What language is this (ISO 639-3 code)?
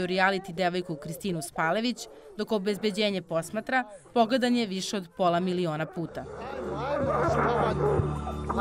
srp